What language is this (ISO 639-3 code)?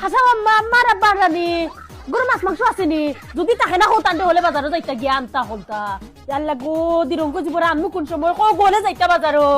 syl